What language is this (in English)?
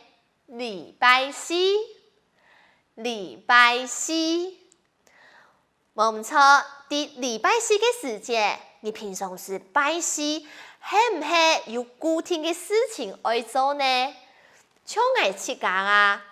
Hakka Chinese